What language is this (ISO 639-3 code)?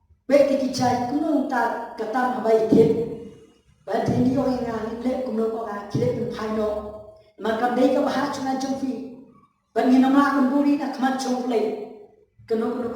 kha